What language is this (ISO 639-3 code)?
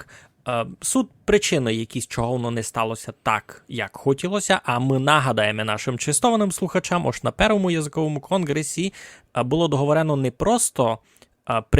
rue